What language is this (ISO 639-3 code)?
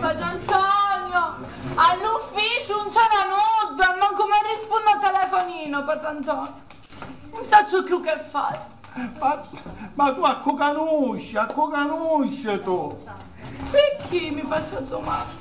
scn